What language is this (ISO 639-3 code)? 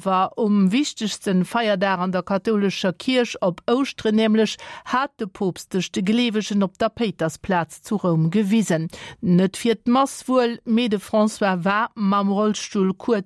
ltz